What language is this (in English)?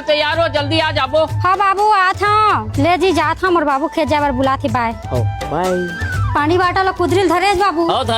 Chhattisgarhi